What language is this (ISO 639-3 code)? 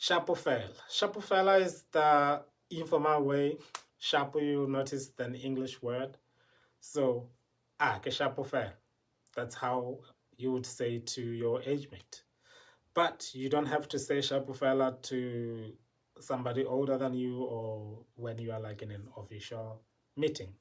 tsn